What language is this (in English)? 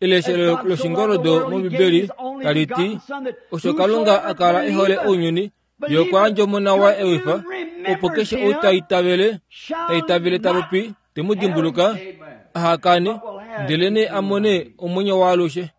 Kuanyama